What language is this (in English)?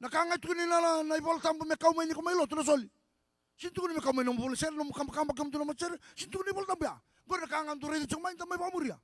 Fijian